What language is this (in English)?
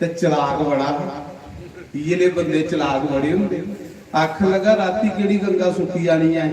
Dogri